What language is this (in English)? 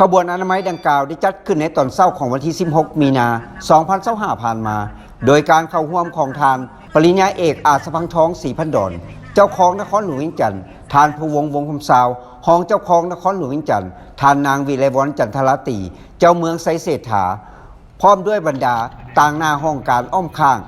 Lao